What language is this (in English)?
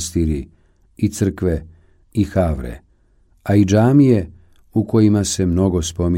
Bosnian